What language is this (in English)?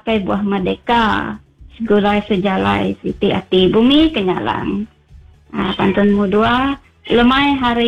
Iban